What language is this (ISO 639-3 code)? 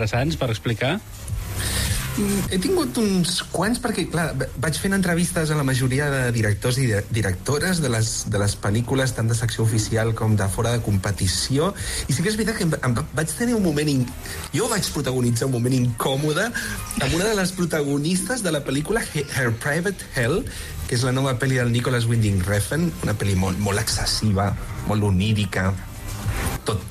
cat